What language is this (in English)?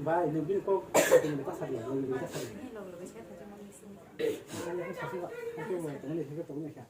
Kok Borok